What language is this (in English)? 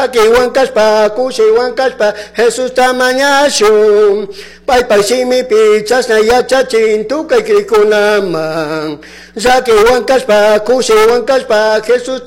Chimborazo Highland Quichua